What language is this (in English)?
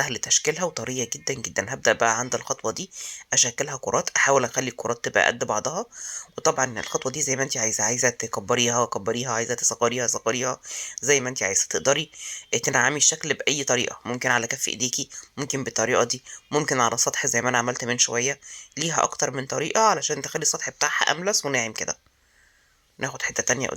Egyptian Arabic